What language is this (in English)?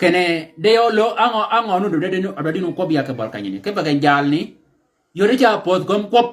Shilluk